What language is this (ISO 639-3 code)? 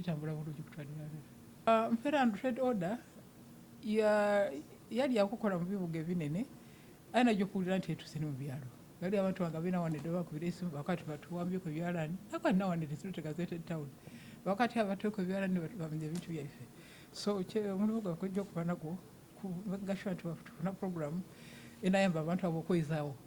xog